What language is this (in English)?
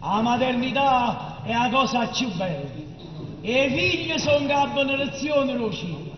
Neapolitan